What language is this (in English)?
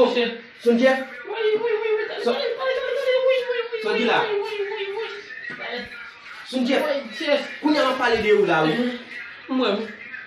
Haitian Creole